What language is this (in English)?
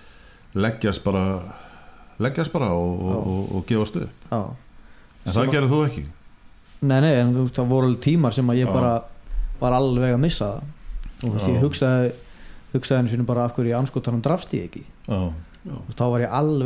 Icelandic